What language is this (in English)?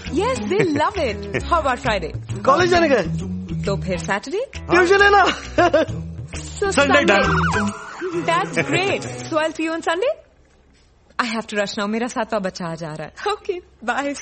Hindi